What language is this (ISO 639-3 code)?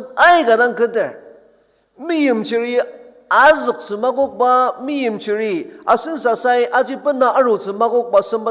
njo